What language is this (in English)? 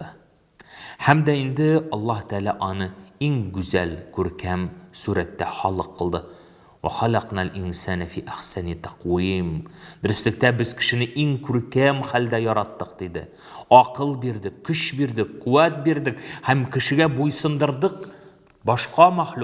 Tatar